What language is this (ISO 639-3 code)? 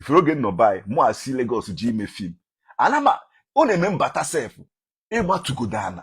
ibo